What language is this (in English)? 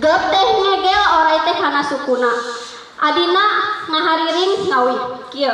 Sundanese